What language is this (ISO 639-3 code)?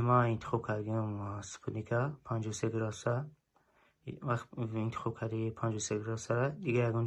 tgk